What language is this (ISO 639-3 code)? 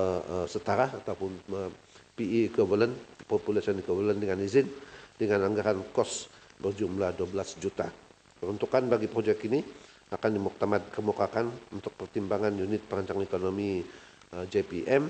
msa